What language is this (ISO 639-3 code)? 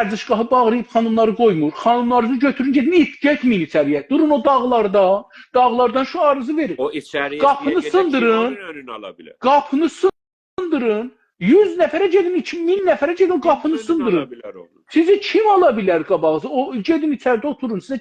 azb